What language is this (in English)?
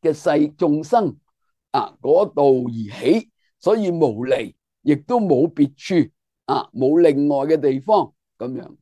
Cantonese